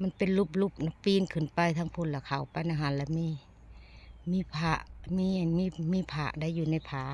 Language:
Northeastern Thai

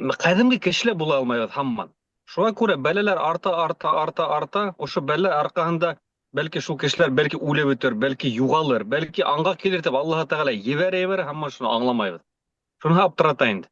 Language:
Bashkir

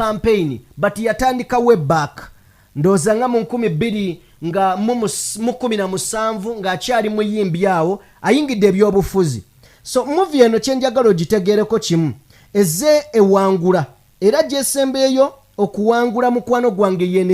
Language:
Ganda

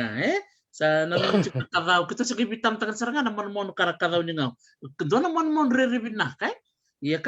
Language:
Fijian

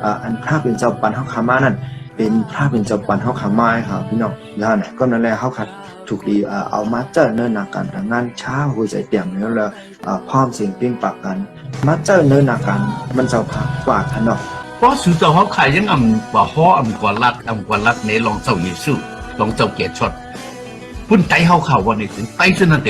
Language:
Shan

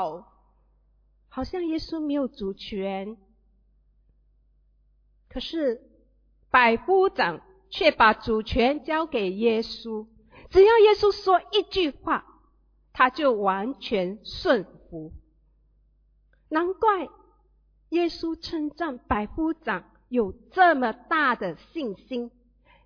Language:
Chinese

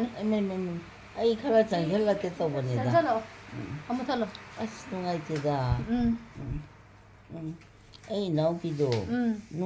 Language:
Manipuri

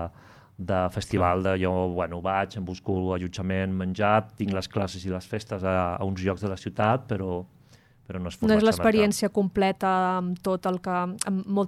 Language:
Catalan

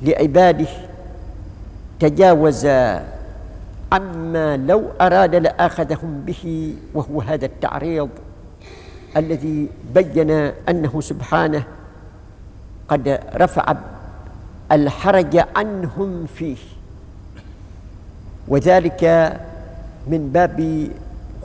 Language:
Arabic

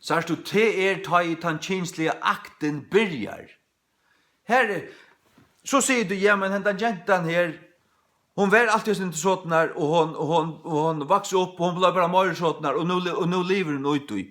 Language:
Faroese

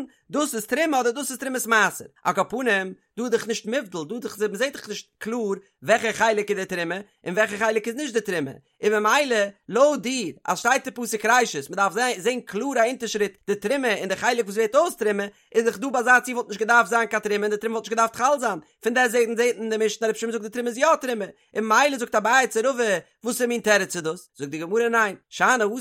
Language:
Yiddish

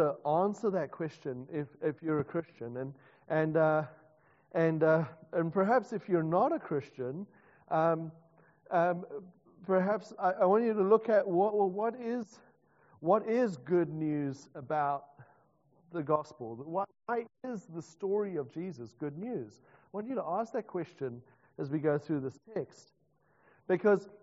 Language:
English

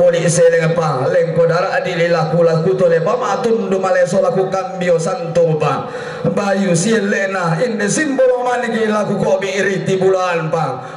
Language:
Toraja-Sa'dan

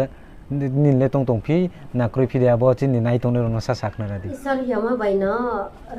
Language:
Riang (India)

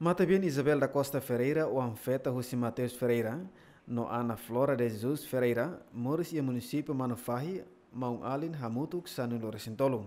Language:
Tetum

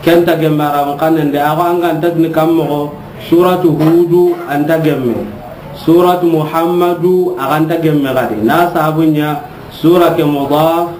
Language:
Soninke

